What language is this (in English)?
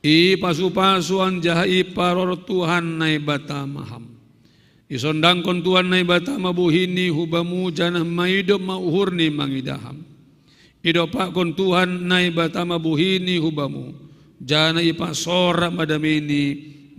Batak Simalungun